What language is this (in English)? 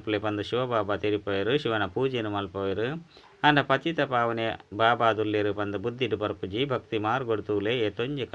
Tulu